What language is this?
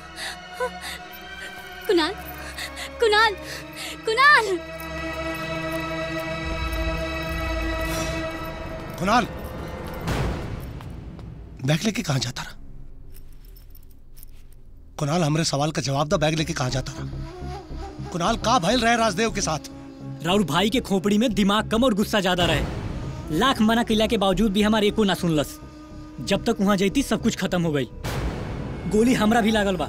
Bhojpuri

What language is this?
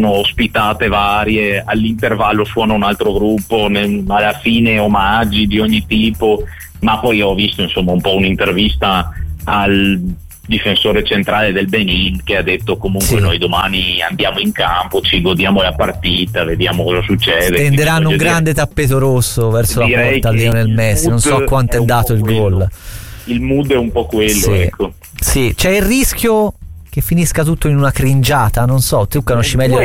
Italian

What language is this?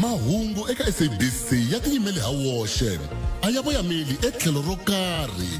Tsonga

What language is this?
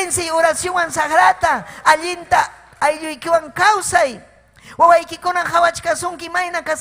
Ayacucho Quechua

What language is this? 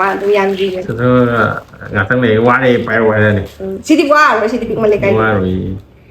Manipuri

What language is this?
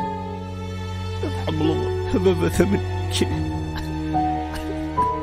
Kabyle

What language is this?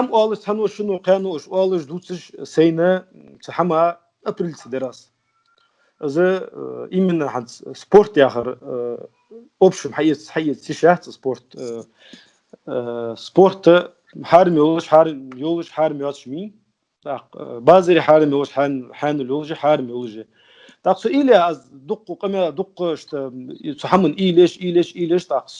Ingush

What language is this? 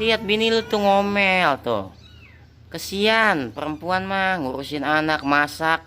Betawi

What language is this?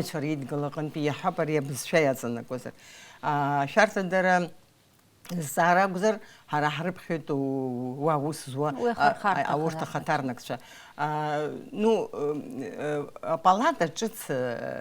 Abkhazian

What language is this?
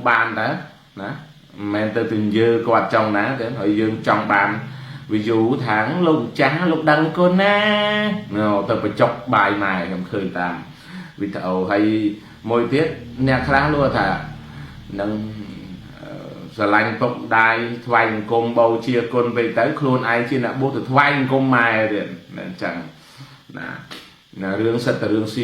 Khmer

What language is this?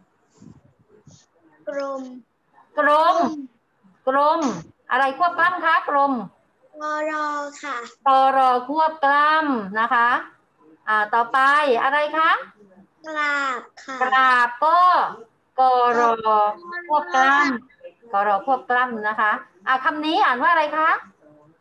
Thai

